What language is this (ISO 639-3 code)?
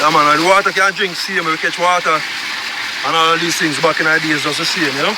jam